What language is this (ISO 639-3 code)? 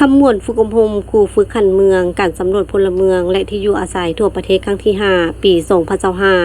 lao